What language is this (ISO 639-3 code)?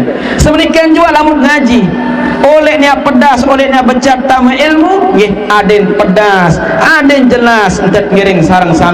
sas